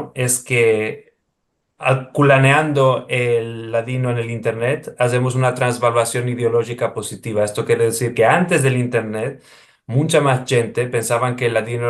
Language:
Ladino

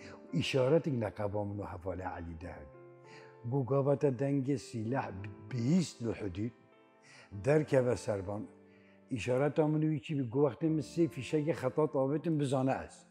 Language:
Kurdish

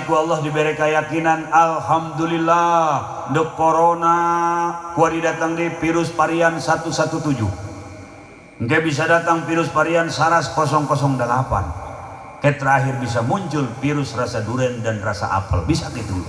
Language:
Sundanese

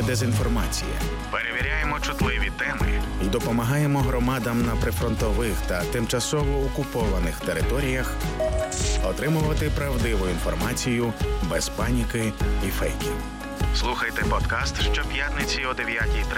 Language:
Ukrainian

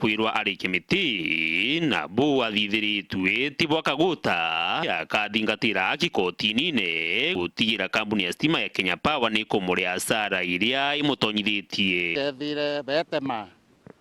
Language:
Meru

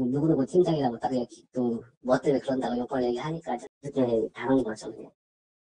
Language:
Korean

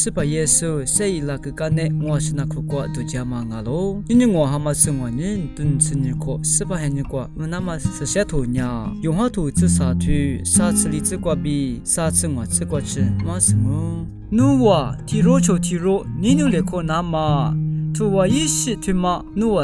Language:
Lisu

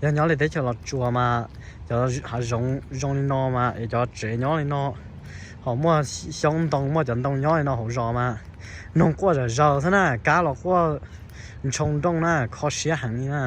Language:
Hmong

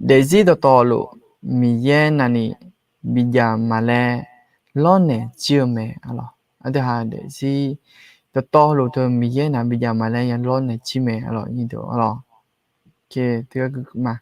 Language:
Akha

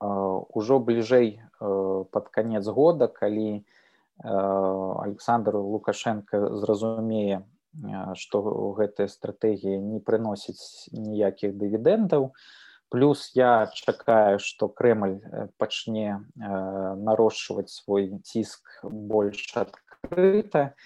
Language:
Belarusian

